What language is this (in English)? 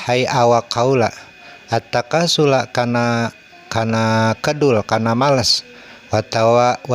Sundanese